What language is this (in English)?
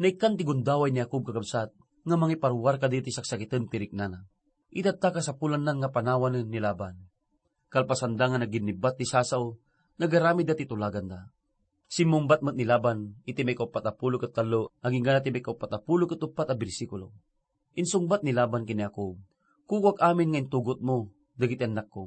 Iloko